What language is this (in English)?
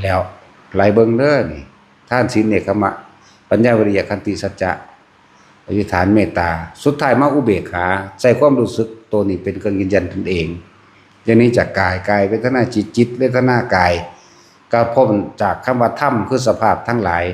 Northeastern Thai